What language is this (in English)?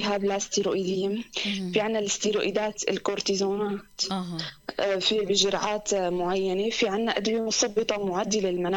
North Levantine Arabic